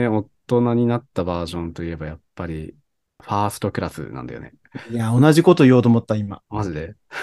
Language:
Japanese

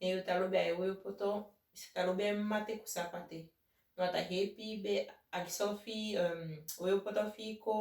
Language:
Saramaccan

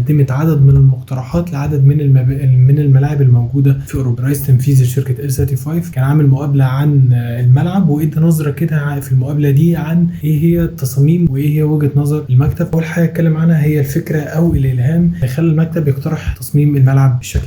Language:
Egyptian Arabic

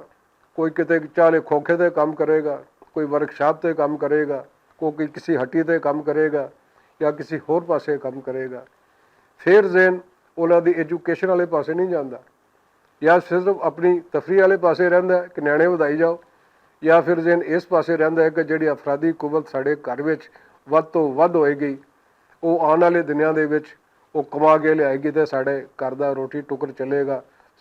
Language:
Western Panjabi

